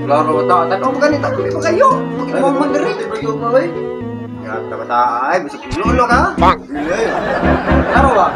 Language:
Cebuano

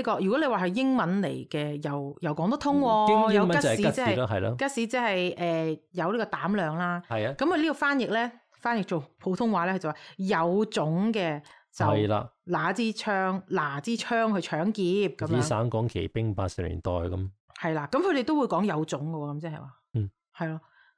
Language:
Cantonese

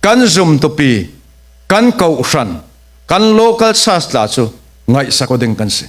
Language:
Falam Chin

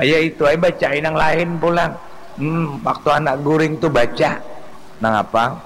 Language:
Banjar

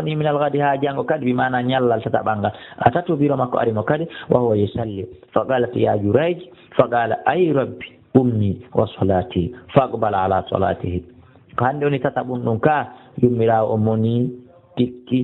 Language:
Fula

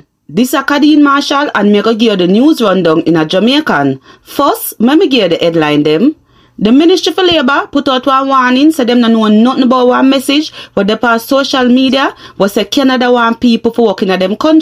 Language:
Jamaican Creole English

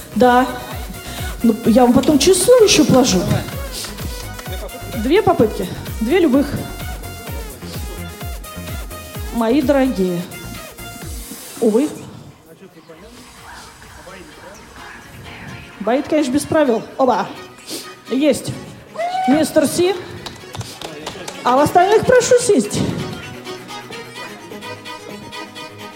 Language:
Russian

